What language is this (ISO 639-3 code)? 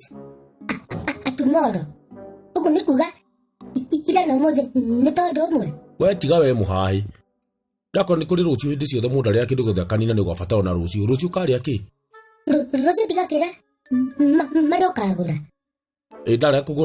kik